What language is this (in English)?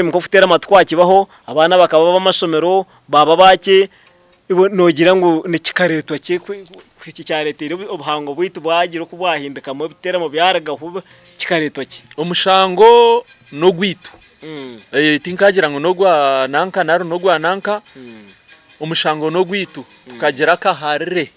Nyankole